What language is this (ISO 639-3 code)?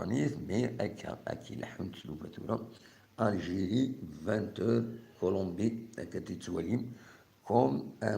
kab